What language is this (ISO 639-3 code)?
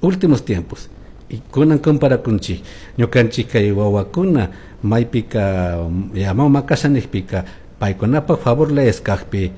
qug